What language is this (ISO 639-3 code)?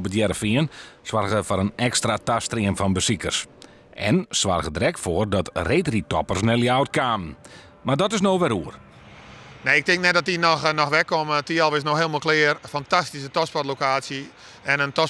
fry